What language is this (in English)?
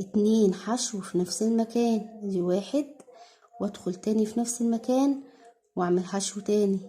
Egyptian Arabic